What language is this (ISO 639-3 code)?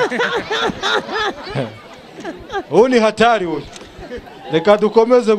kin